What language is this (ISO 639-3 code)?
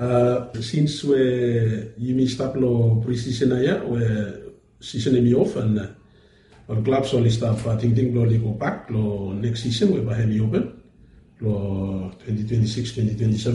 bis